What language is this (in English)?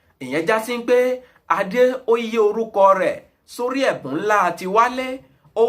Yoruba